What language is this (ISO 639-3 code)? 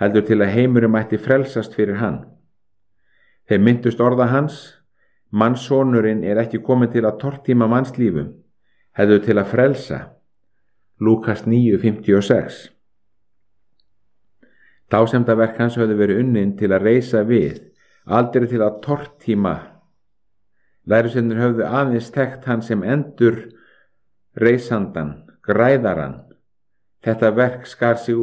isl